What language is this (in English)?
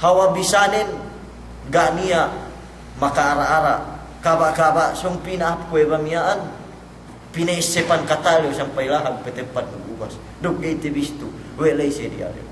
Yakan